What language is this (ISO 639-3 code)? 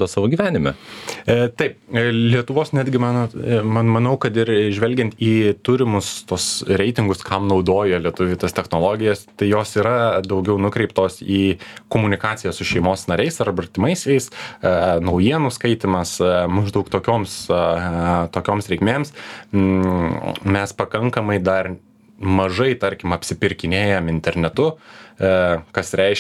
lit